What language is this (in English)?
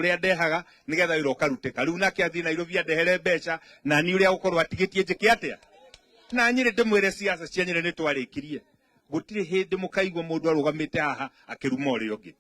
Kikuyu